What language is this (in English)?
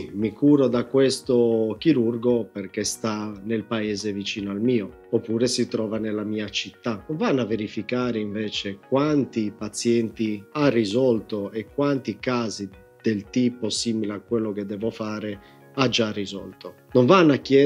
Italian